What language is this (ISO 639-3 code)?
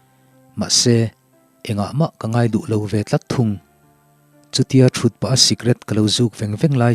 lus